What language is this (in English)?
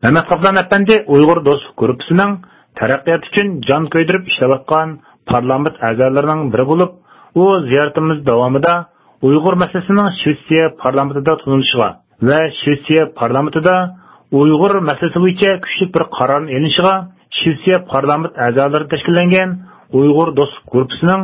Uyghur